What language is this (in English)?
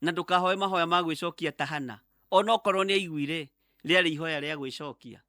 Kikuyu